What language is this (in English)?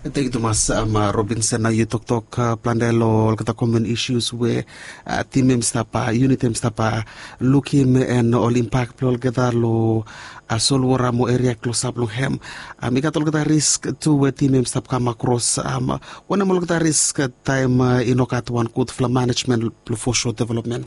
Bislama